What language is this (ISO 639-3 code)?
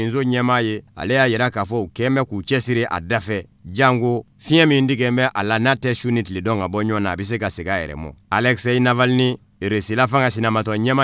bam